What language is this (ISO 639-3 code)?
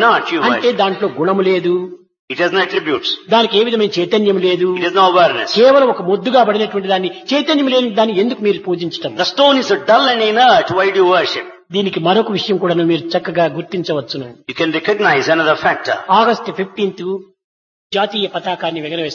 tel